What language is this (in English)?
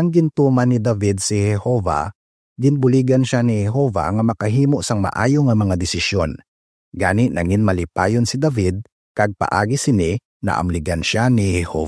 Hiligaynon